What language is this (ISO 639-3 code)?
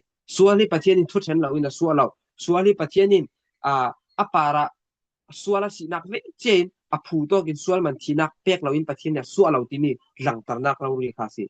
cfm